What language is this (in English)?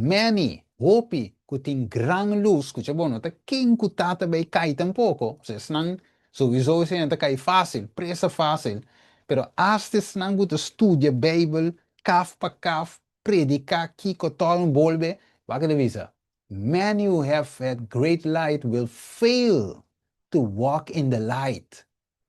Papiamento